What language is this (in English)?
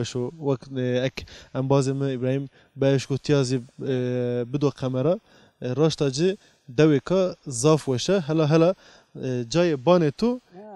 Zaza